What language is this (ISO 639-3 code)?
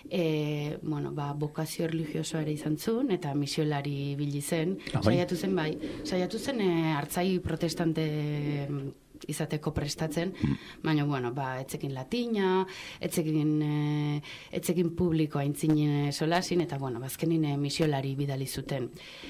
eus